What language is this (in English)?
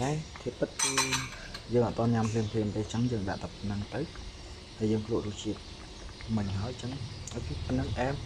Khmer